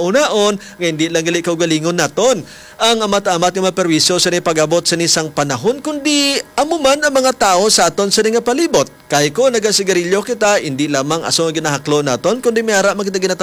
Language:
Hiligaynon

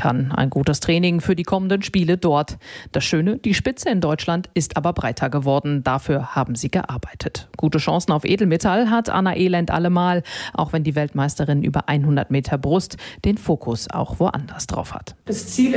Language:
German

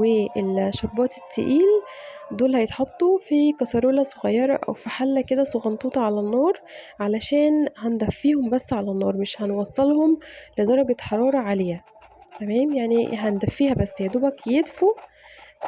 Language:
Egyptian Arabic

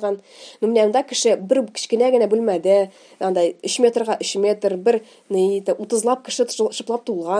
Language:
Tatar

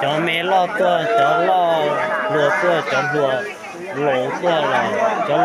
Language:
Hmong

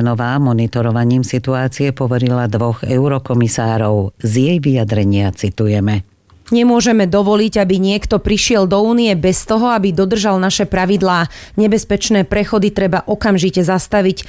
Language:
Slovak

